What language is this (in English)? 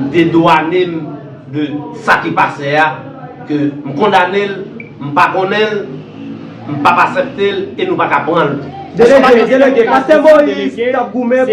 Haitian Creole